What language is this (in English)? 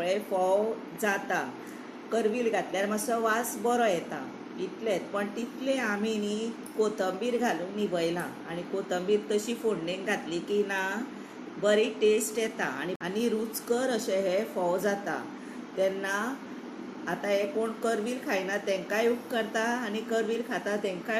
Konkani